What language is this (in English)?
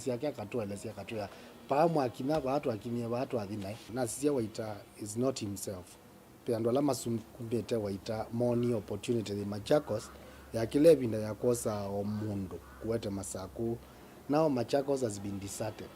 Kamba